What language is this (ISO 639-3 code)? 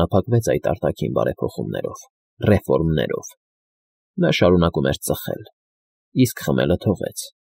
hye